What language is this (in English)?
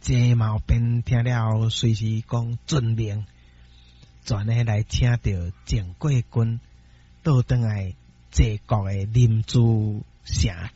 Min Nan Chinese